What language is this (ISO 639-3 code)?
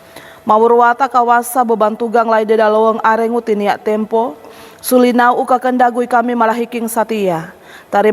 sxn